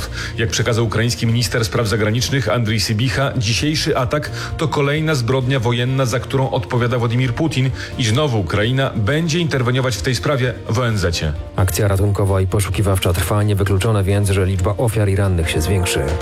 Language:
Polish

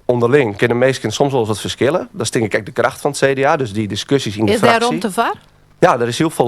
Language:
Western Frisian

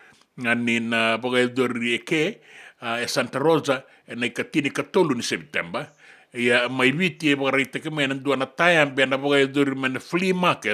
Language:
Fijian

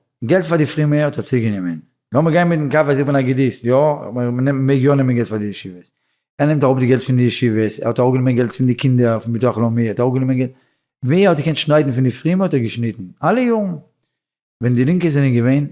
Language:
Yiddish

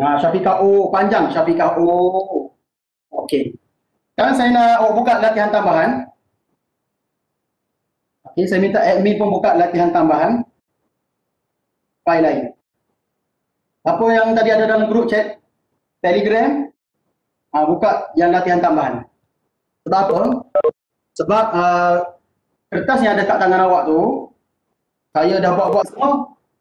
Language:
Malay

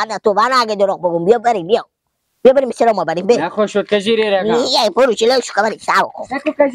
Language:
Persian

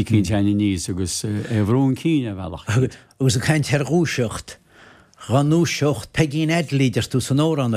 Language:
Irish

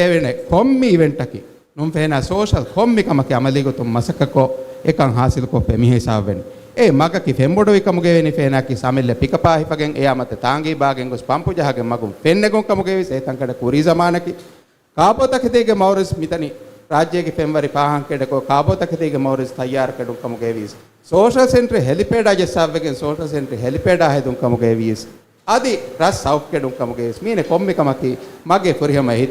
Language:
Divehi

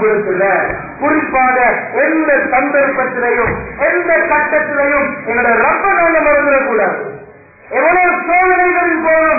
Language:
Tamil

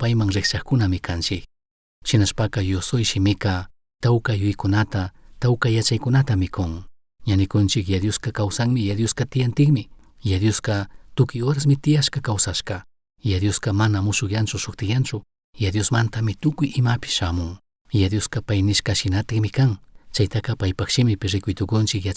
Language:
Chimborazo Highland Quichua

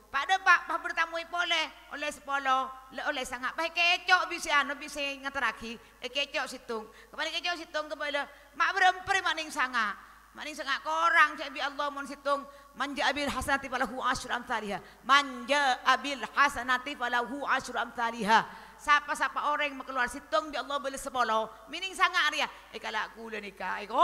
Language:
Madurese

